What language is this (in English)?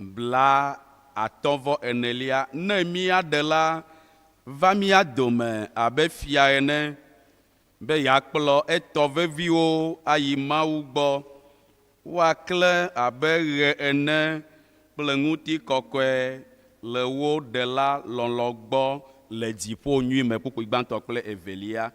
Ewe